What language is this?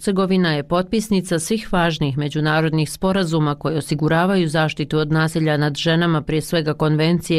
Bosnian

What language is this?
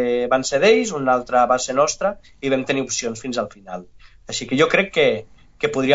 Catalan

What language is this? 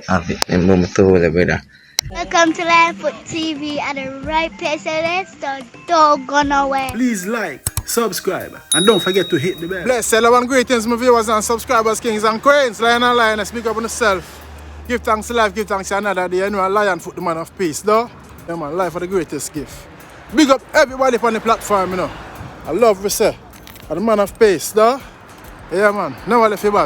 Jamaican Creole English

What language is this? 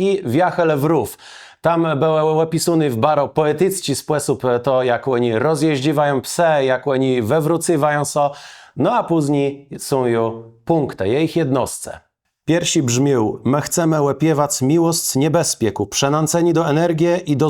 Kashubian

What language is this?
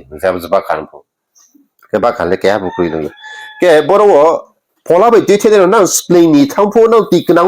Riang (India)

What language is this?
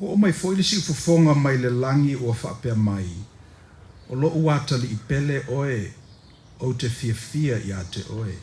Samoan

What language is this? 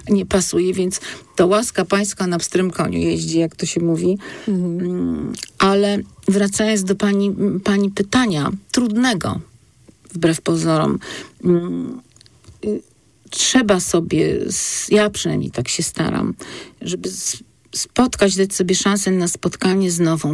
Polish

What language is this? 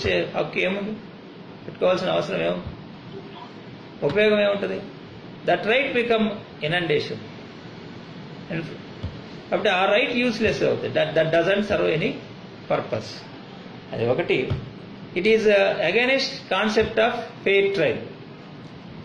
Telugu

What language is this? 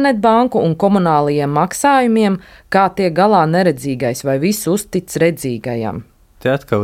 Latvian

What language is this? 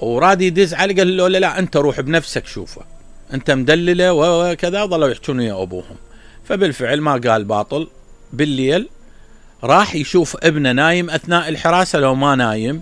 Mesopotamian Arabic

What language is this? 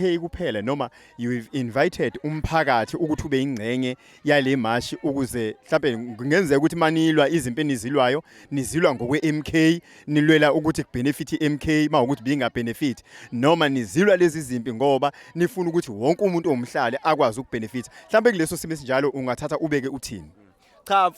Zulu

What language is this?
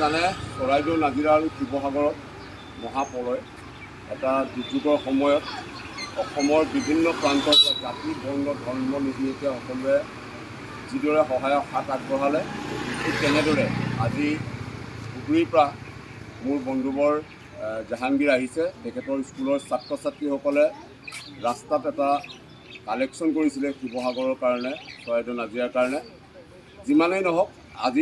Assamese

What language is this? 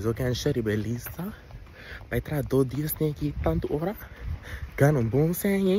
Papiamento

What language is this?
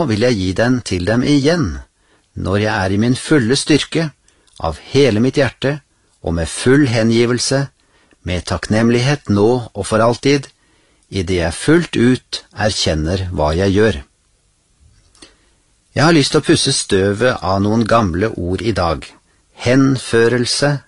Norwegian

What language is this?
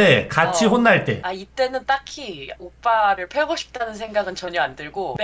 Korean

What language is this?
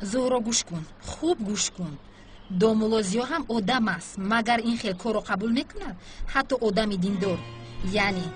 Tajik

